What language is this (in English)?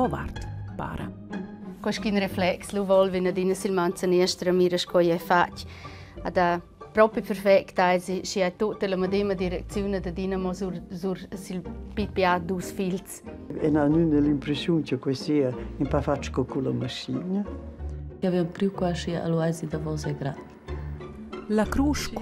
Romansh